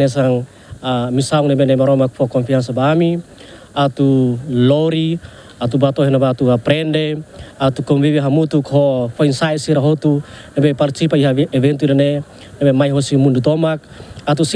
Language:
Tetum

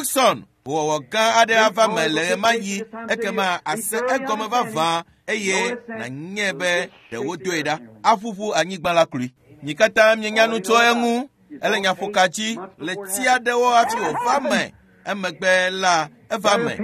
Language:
Ewe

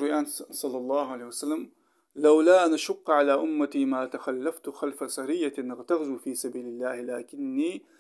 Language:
Ingush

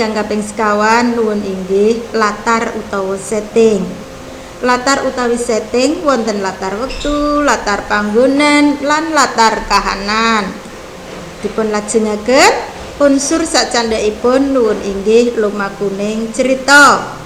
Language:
Javanese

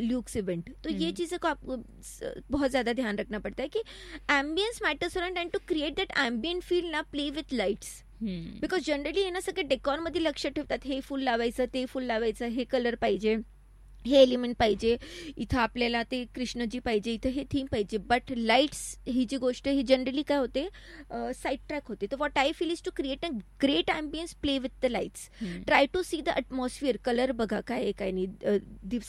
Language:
Marathi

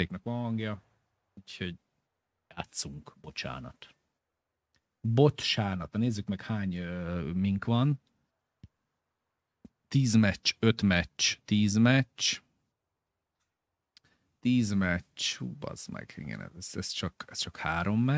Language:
Hungarian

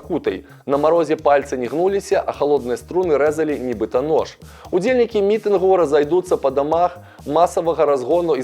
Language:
Belarusian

